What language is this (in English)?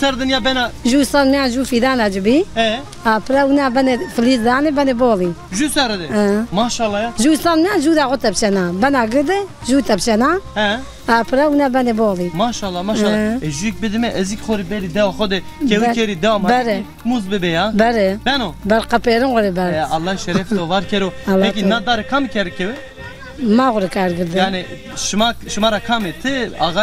Zaza